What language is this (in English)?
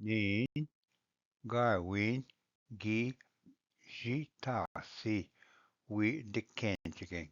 Ojibwa